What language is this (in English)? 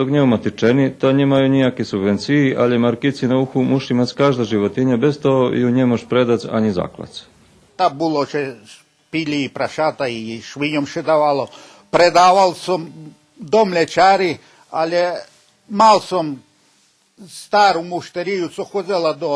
Rusyn